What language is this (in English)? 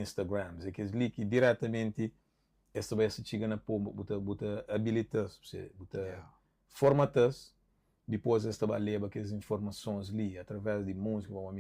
Kabuverdianu